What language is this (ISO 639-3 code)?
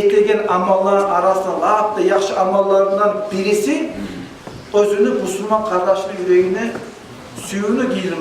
kum